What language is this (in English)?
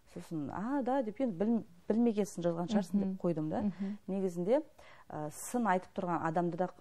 Kazakh